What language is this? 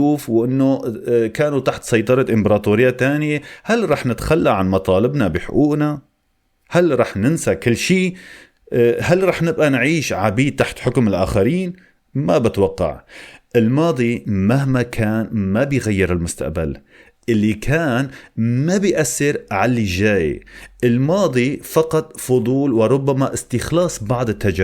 North Levantine Arabic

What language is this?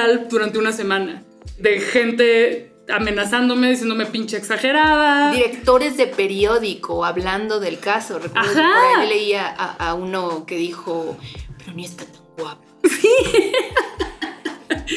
Spanish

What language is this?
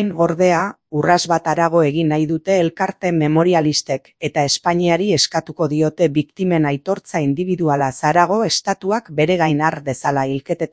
Basque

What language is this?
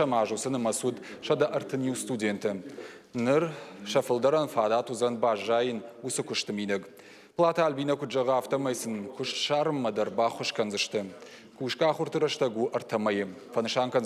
Ossetic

